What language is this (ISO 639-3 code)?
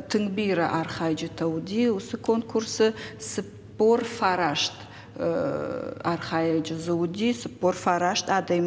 oss